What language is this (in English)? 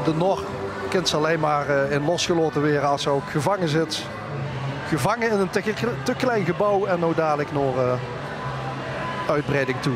Limburgish